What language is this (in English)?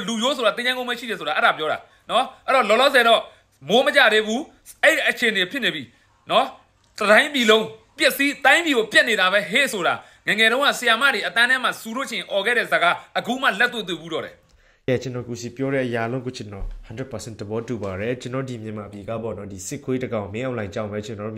Burmese